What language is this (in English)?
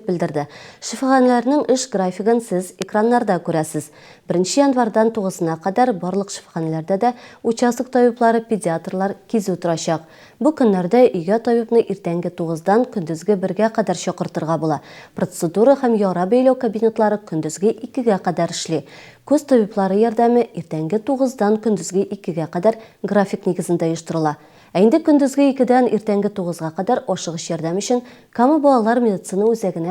Tatar